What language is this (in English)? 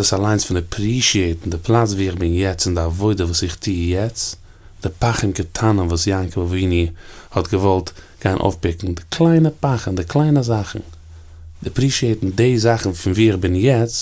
Yiddish